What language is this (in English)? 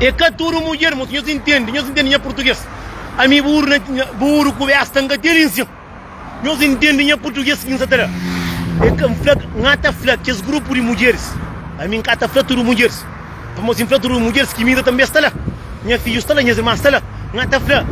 Kabuverdianu